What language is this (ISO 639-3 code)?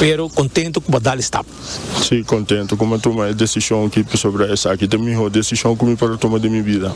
pap